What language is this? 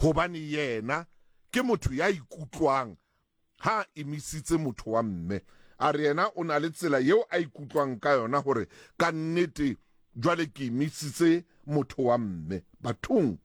Southern Sotho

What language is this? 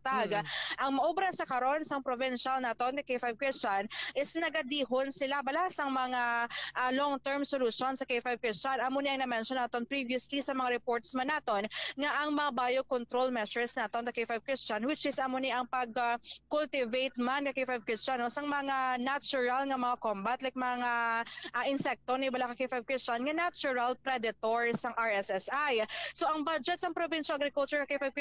Hiligaynon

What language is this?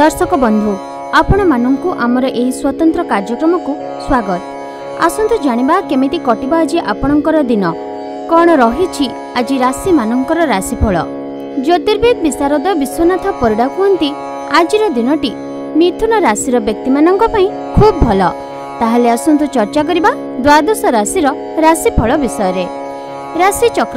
Odia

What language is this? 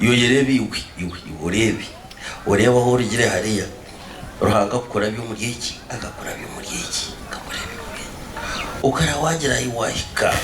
Nyankole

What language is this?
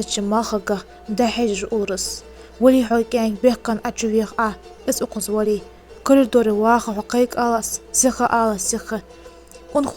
Ingush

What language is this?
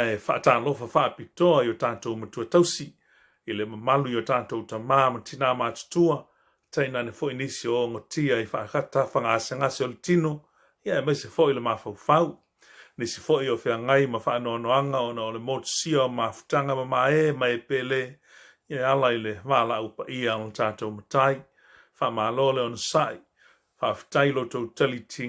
Samoan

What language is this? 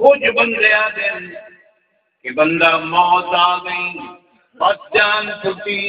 Saraiki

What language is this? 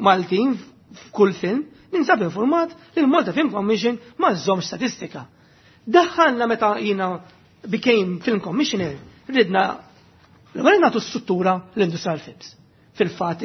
Maltese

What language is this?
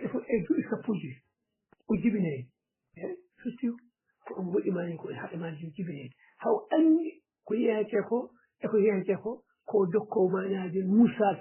Fula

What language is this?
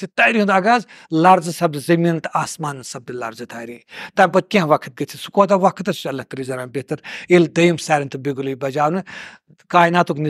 Kashmiri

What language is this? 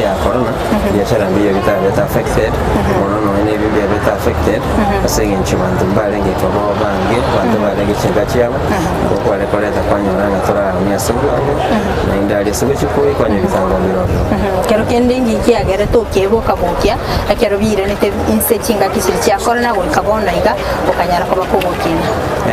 Gusii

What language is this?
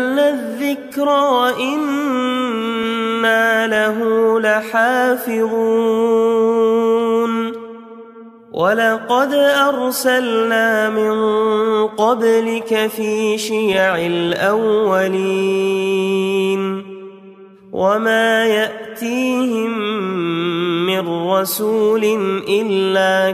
Arabic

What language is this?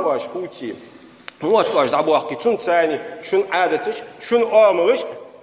Ingush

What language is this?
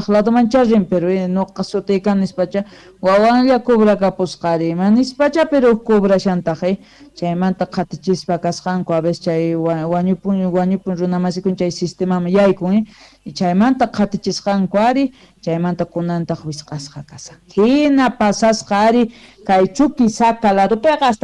South Bolivian Quechua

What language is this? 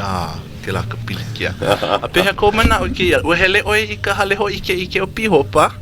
Hawaiian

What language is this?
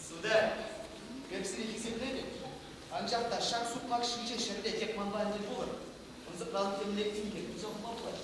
Chuvash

